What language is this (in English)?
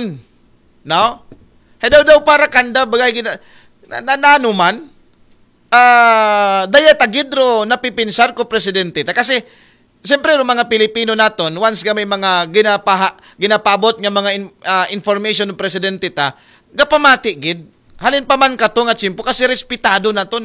Aklanon